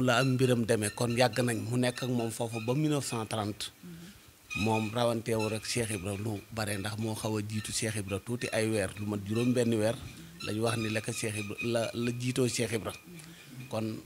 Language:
Wolof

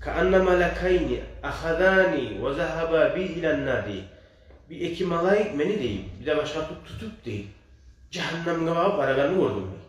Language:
Kumyk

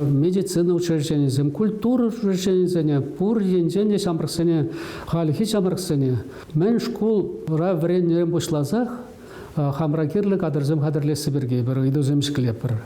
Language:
Chuvash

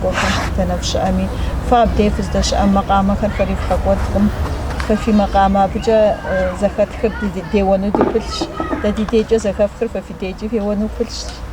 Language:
Kabardian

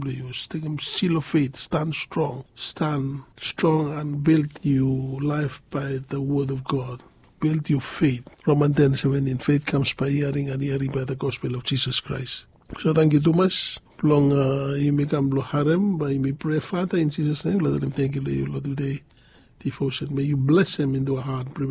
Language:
Bislama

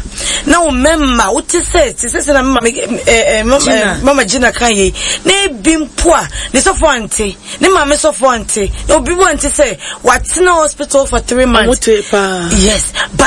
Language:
Akan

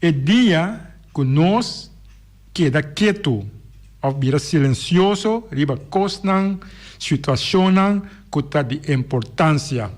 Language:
Papiamento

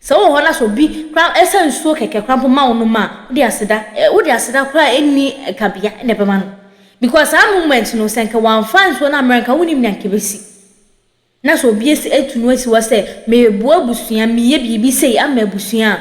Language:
Akan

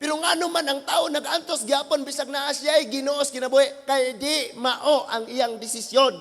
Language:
Cebuano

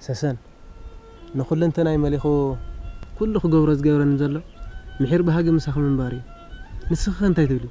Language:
Tigrinya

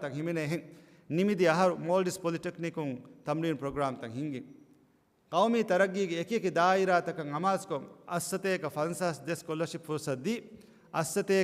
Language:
Divehi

